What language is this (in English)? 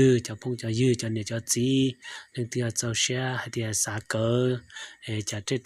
Hmong